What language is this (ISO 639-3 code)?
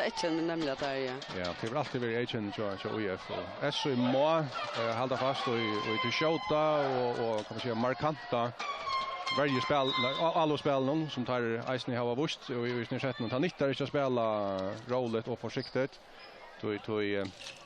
fao